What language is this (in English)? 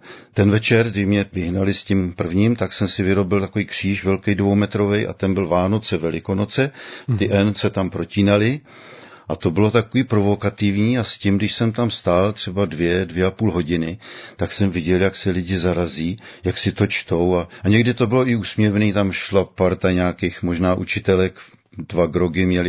Czech